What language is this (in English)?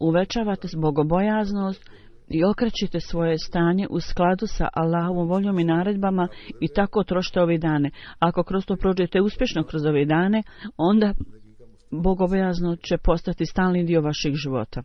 Bosnian